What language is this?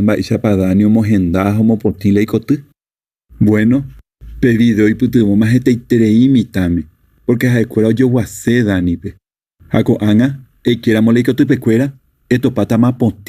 Guarani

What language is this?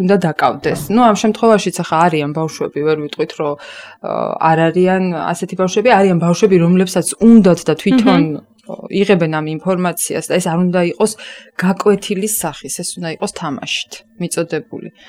Georgian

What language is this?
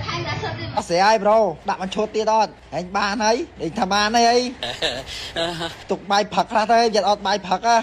Khmer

